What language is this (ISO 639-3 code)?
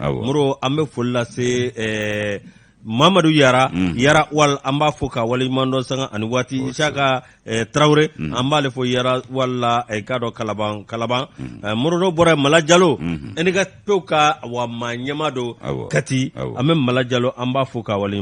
bam